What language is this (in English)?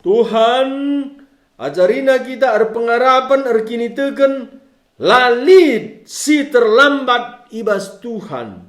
Batak Karo